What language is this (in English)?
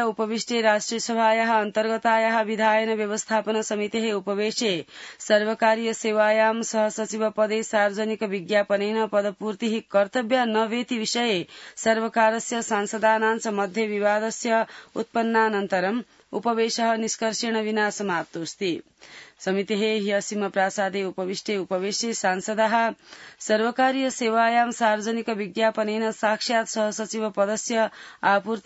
Sanskrit